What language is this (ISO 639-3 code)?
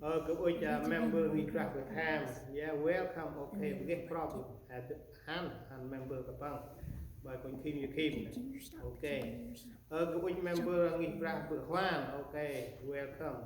cmo